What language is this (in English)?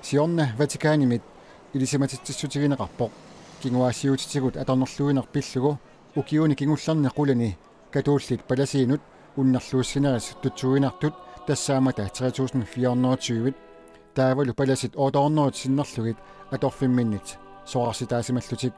Kalaallisut